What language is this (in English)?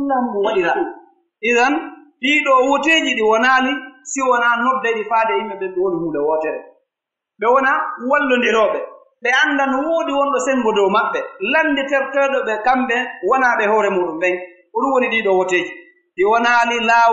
Pular